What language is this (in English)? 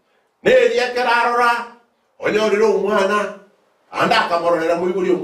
Gusii